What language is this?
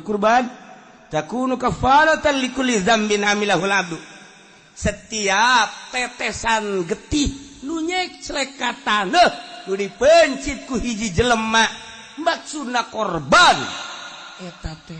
Sundanese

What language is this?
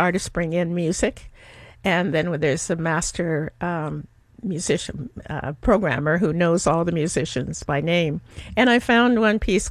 English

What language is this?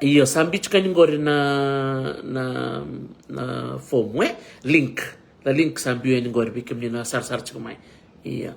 Fijian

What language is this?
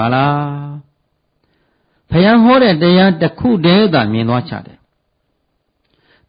Burmese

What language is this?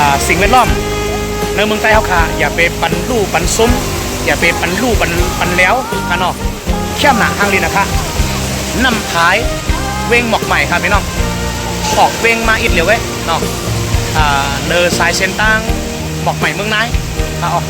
Shan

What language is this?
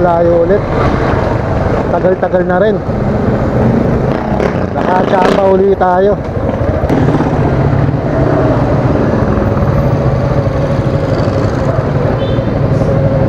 Filipino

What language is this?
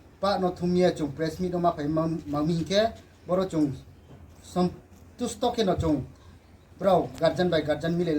Riang (India)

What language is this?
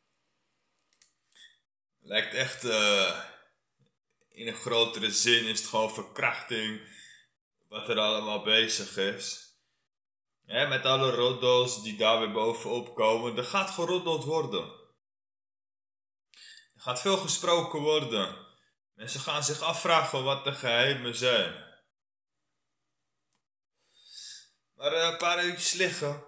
Dutch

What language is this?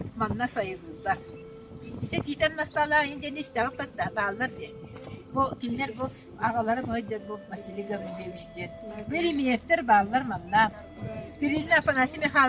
Yakut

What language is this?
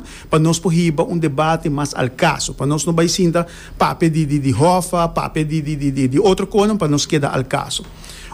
Papiamento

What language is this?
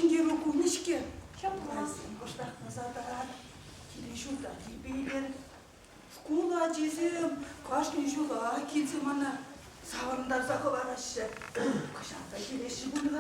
Chuvash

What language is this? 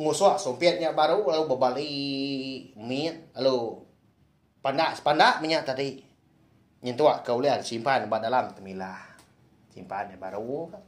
Iban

